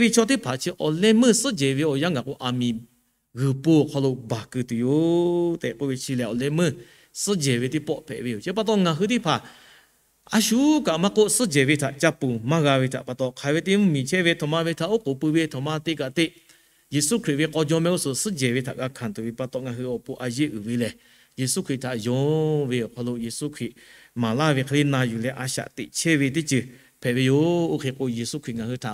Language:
Lahu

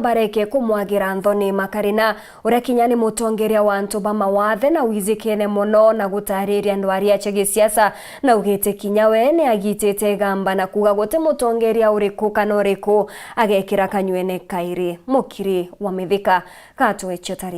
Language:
Meru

